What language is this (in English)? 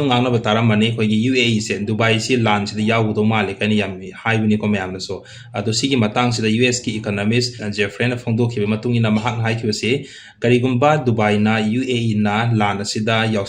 Manipuri